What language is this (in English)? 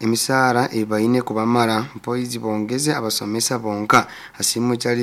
Nyoro